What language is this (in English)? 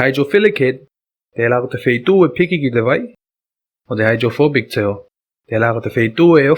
Tuvalu